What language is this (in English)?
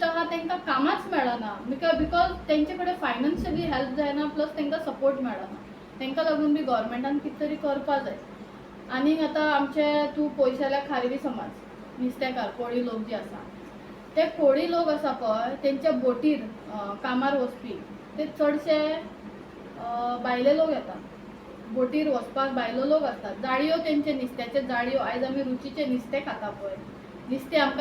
Konkani